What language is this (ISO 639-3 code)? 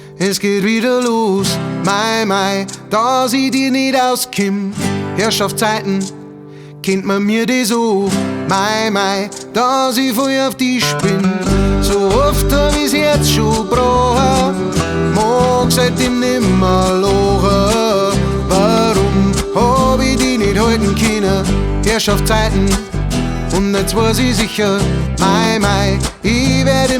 bar